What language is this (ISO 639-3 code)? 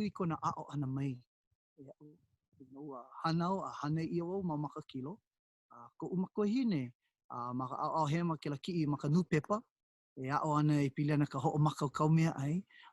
haw